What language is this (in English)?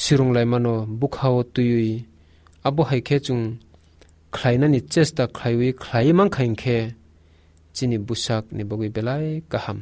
Kok Borok